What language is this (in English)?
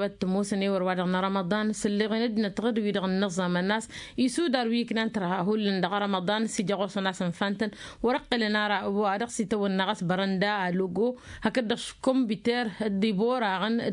Tamasheq